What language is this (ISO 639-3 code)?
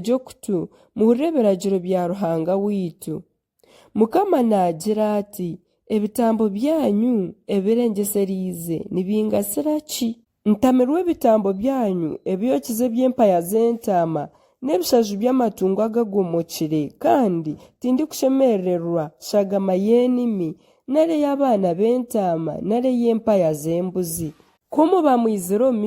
nyn